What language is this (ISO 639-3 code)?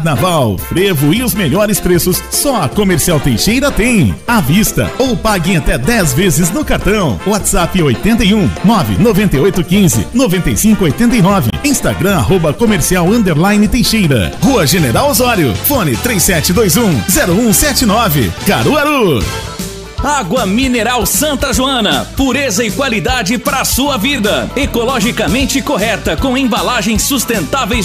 por